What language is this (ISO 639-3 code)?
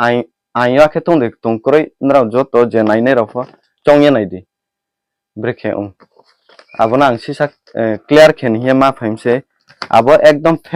ria